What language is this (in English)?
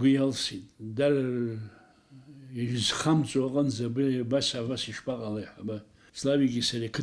Abkhazian